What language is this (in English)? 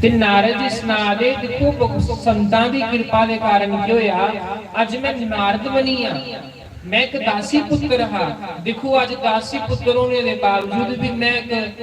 Dogri